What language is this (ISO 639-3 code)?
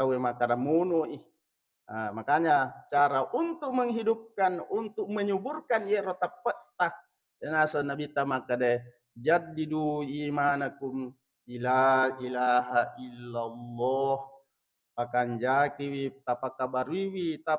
bug